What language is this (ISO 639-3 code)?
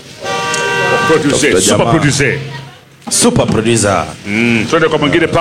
swa